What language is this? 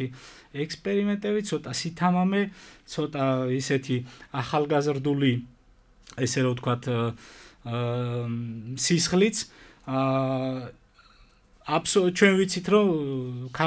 Georgian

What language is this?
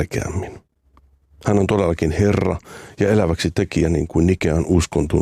Finnish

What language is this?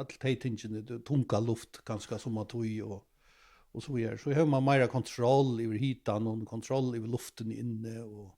Faroese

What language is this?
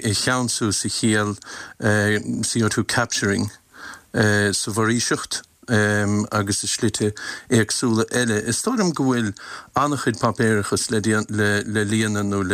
Irish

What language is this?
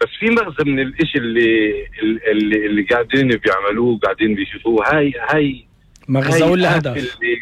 North Levantine Arabic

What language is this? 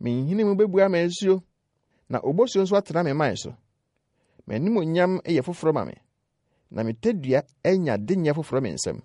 Akan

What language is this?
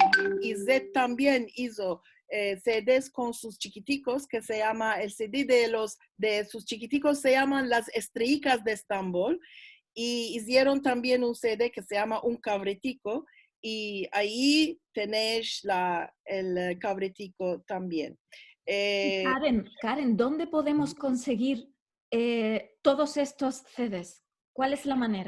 Ladino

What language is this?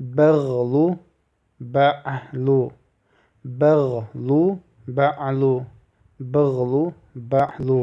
Chechen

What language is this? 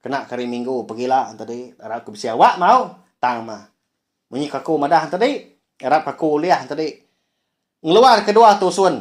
Iban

